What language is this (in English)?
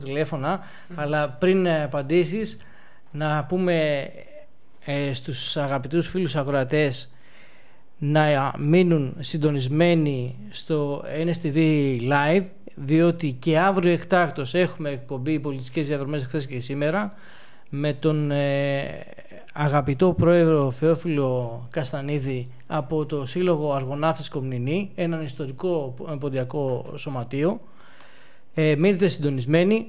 Greek